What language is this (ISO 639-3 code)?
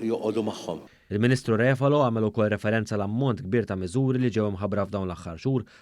mlt